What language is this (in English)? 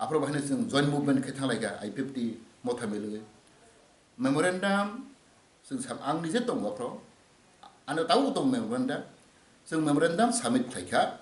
Kok Borok